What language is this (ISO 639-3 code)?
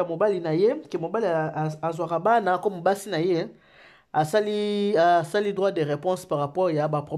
lin